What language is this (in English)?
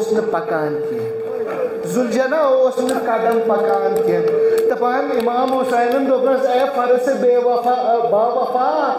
Kashmiri